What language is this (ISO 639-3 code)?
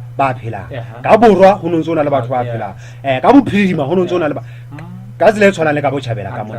sot